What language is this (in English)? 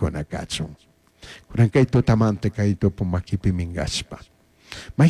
Chimborazo Highland Quichua